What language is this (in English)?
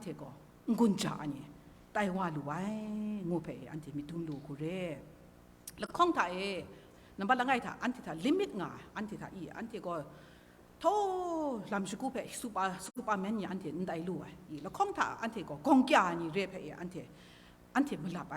Kachin